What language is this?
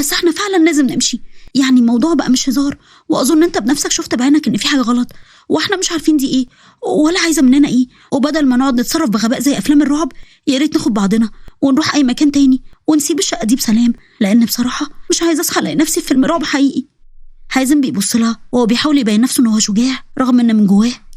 Egyptian Arabic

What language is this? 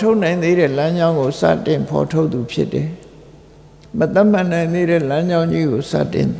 Burmese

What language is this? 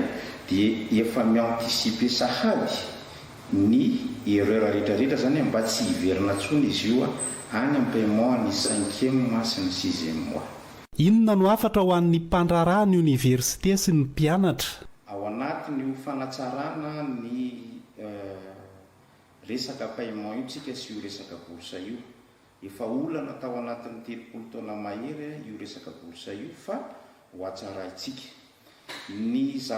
Malagasy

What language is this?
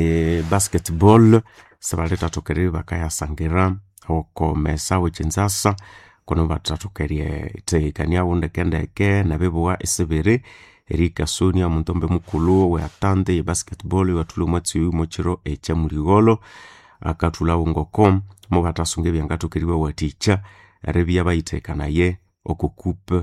Nande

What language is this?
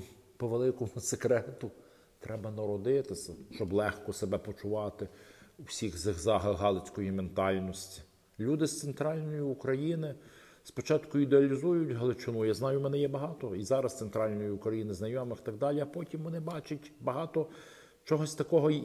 Ukrainian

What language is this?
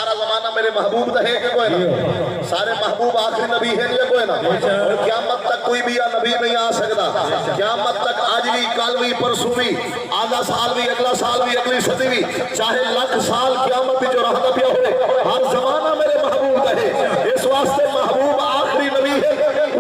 Saraiki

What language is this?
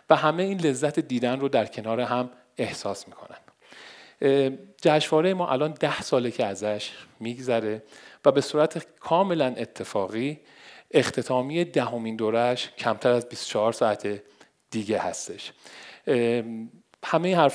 Persian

